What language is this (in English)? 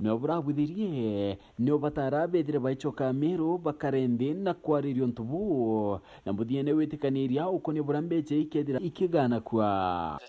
Meru